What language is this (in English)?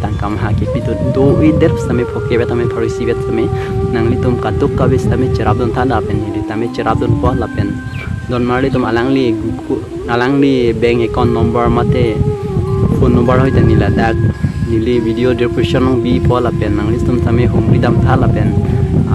Karbi